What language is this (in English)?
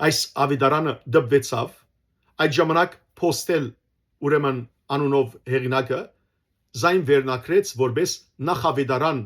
Western Armenian